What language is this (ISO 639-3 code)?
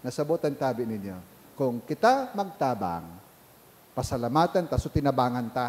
bik